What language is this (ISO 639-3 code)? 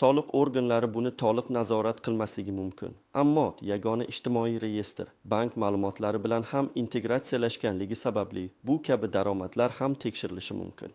uzb